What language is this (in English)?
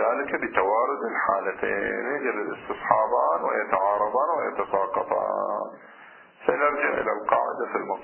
Arabic